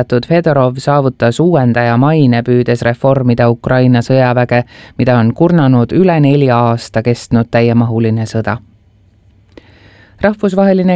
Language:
Estonian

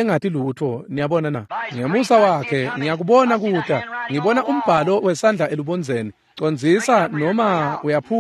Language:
Swati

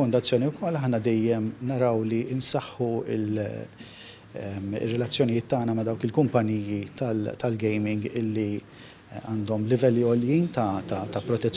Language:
Maltese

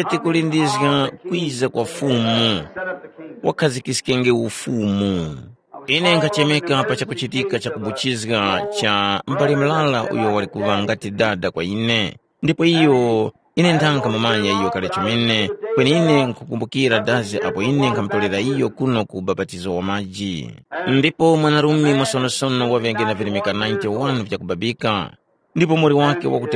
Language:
Tumbuka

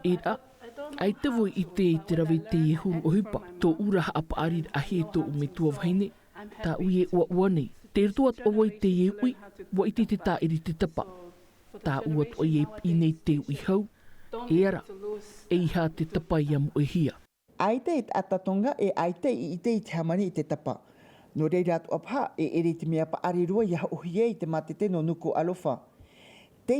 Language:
Tahitian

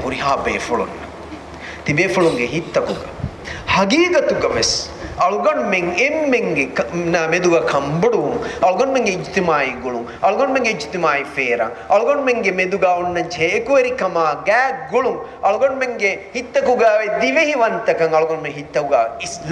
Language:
Divehi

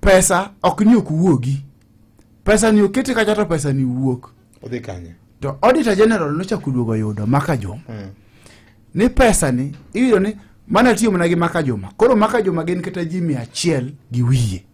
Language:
Luo (Kenya and Tanzania)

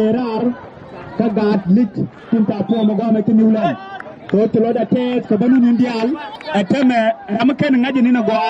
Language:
Nuer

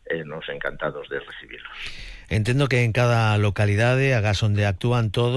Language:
Galician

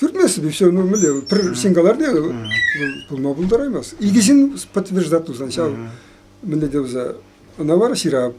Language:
Chuvash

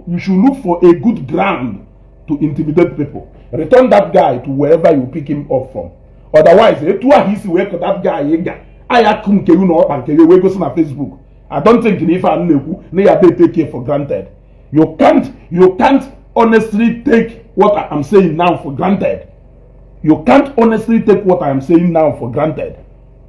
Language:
Igbo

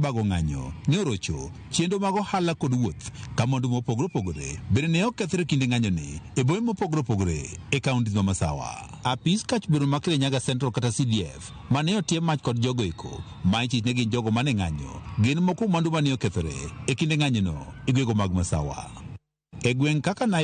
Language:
Luo (Kenya and Tanzania)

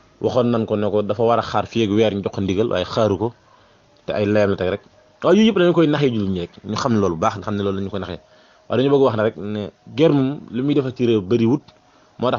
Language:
Wolof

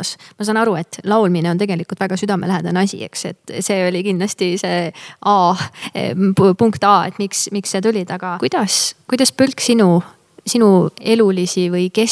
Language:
Estonian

